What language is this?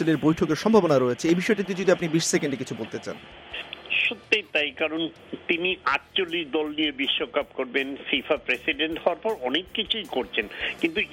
Bangla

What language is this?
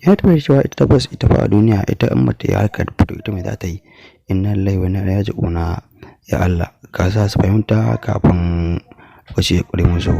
Hausa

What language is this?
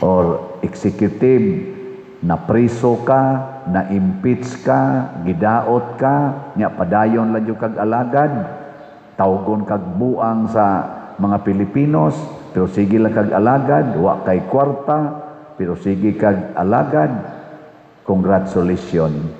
Cebuano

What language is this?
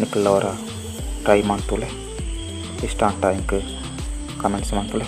Tulu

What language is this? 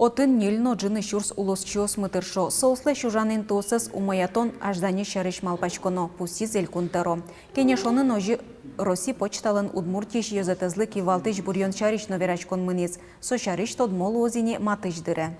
Udmurt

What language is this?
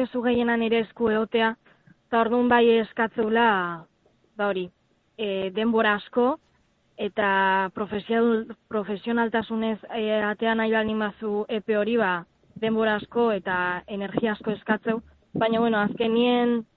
Basque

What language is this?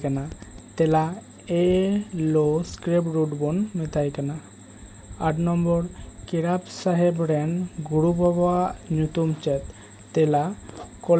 Santali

